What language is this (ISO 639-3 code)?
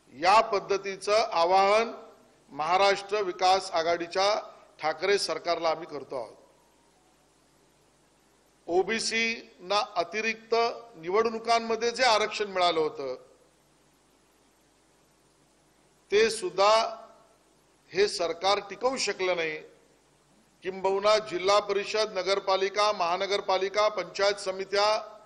mar